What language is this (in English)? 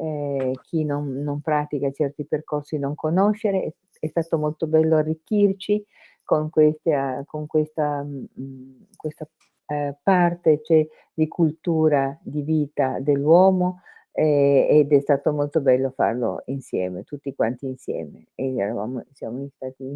Italian